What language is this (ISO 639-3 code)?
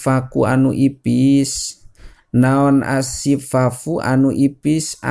sun